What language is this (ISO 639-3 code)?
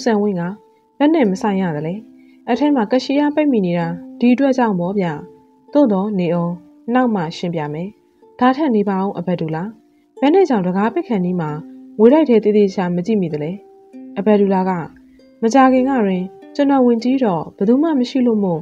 mya